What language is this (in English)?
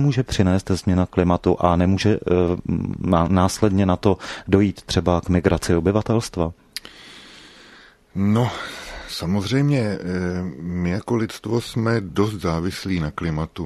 Czech